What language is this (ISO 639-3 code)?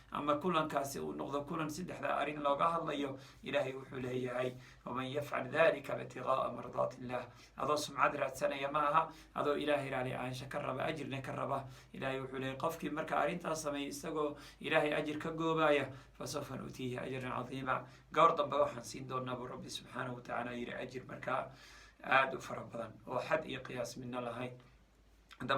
som